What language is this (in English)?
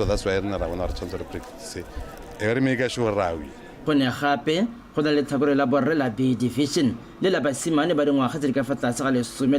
Tswana